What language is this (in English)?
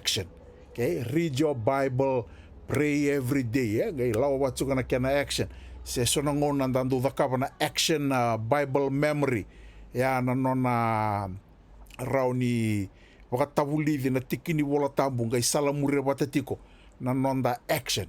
Fijian